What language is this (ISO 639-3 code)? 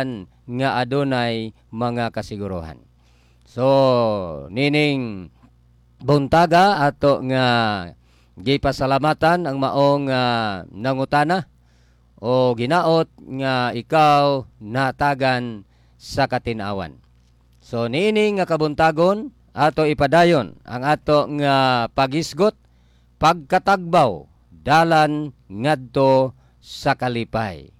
ceb